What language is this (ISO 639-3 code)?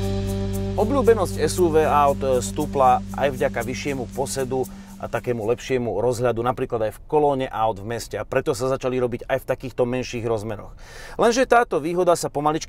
slk